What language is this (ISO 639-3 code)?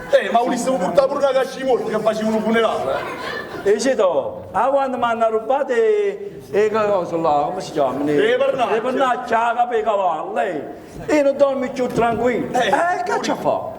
nap